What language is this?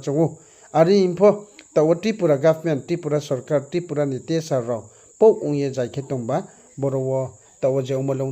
Riang (India)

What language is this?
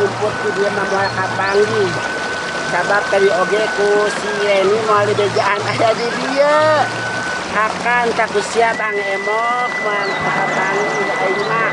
Sundanese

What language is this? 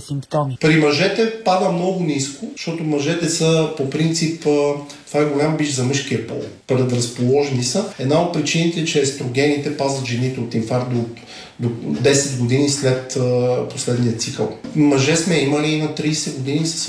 Bulgarian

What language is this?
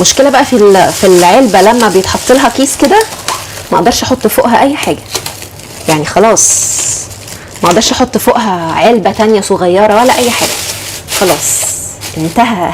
Egyptian Arabic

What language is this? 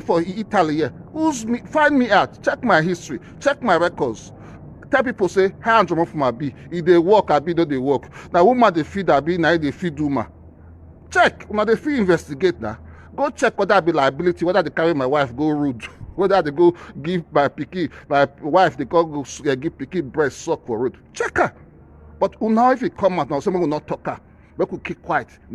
Nigerian Pidgin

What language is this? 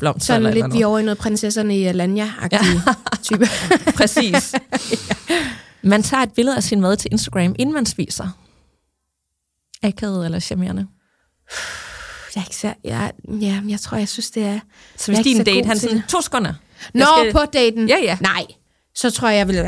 Danish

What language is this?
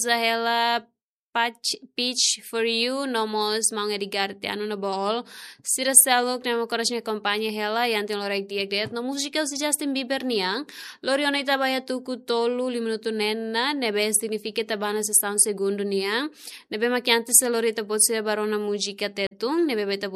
Tetum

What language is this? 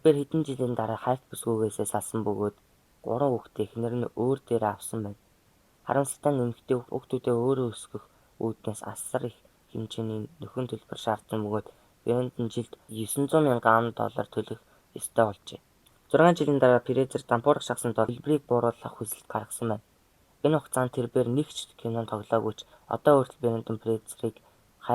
Mongolian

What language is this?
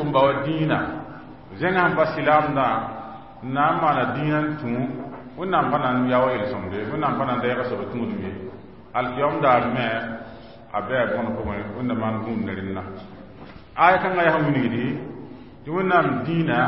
Mossi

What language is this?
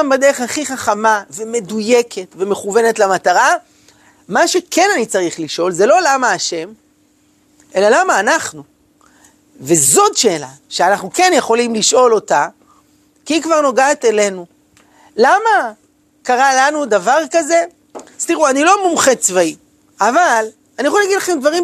Hebrew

